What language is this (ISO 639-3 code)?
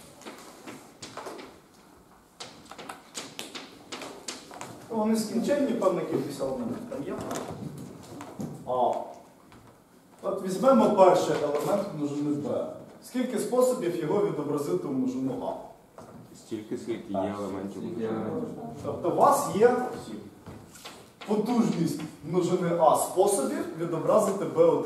ukr